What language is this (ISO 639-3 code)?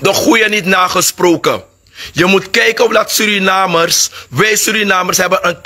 srn